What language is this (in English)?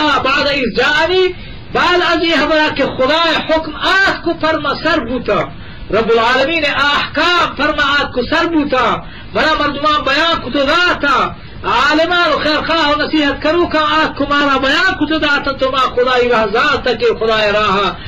Eastern Balochi